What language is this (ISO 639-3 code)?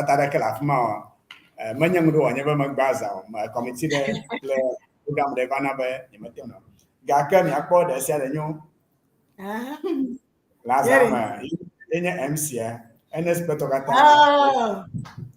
ewe